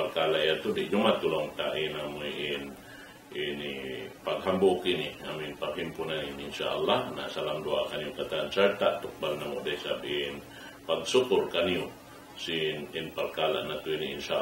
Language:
Tausug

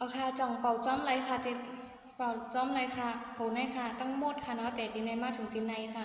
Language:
Shan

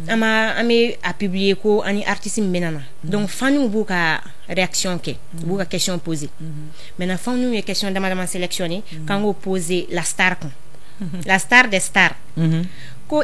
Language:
Bambara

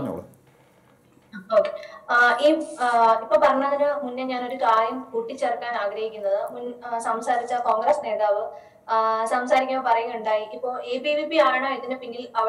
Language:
Malayalam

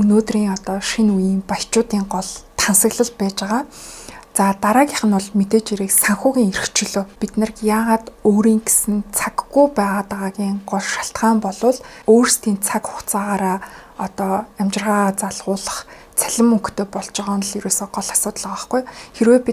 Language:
Mongolian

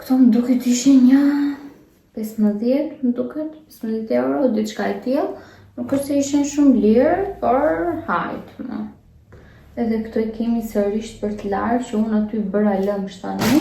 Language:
Albanian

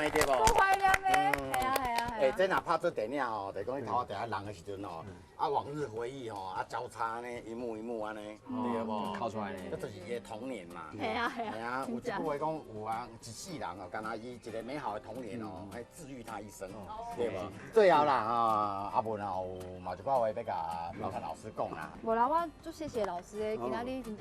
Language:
Min Nan Chinese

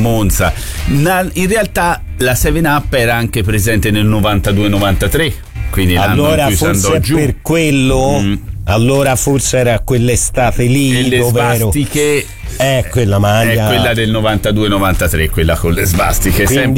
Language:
Italian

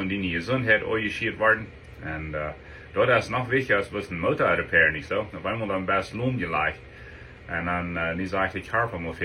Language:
Plautdietsch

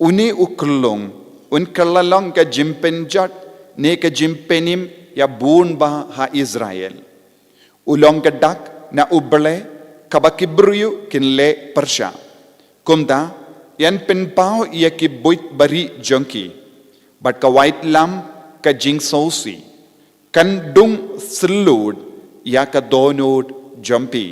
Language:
Khasi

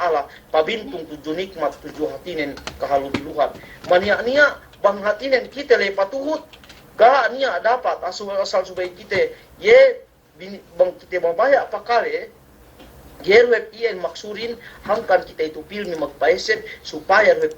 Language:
Yakan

